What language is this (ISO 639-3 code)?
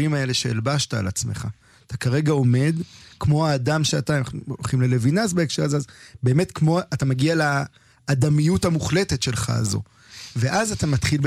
heb